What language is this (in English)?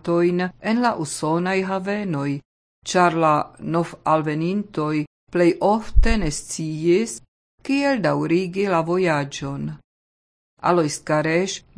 Esperanto